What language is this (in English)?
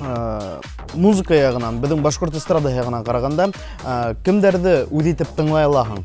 Bashkir